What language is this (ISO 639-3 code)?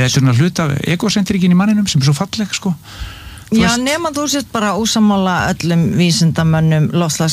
isl